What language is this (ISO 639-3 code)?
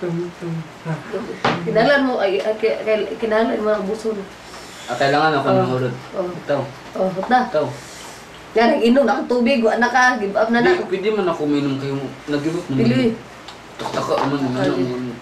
ceb